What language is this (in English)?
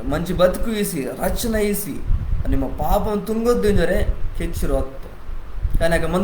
Koya